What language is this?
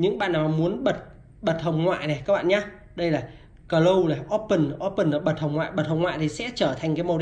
Vietnamese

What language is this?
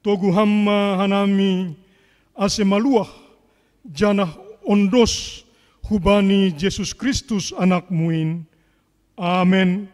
Batak Simalungun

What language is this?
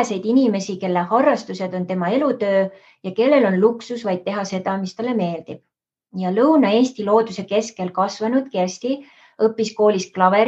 Estonian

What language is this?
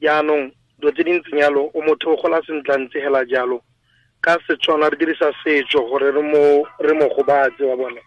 Tswana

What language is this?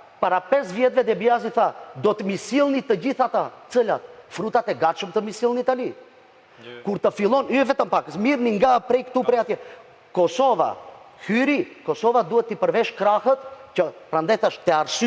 Albanian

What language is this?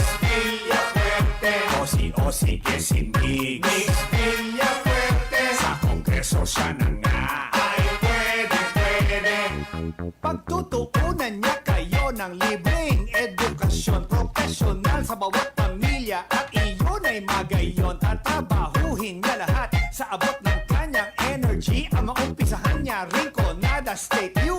Bikol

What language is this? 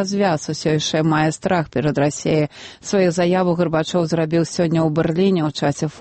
Belarusian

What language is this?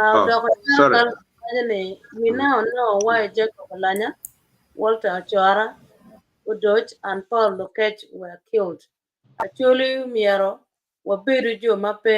Acoli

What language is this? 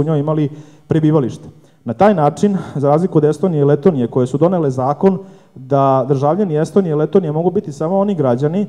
Serbian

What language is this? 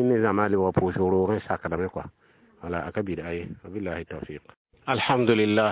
Mossi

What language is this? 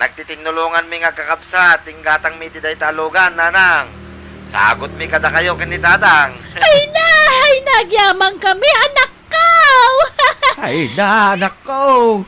Iloko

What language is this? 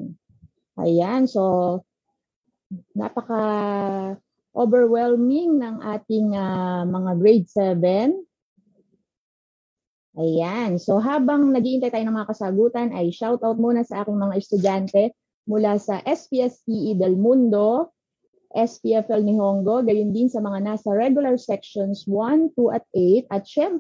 Filipino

